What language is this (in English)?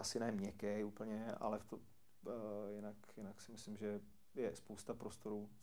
Czech